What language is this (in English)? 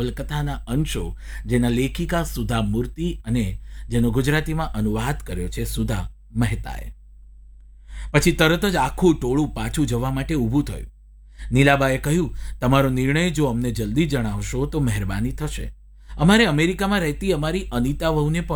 Gujarati